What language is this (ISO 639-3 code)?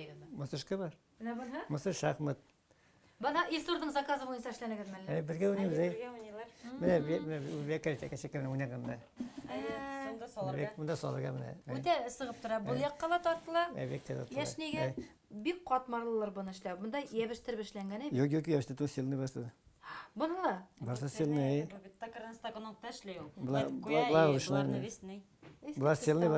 bak